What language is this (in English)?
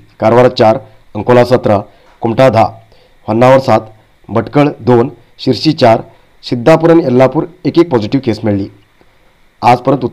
Konkani